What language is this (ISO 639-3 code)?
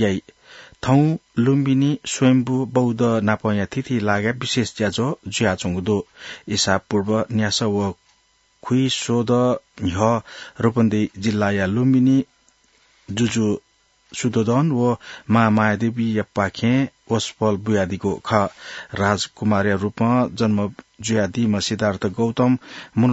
new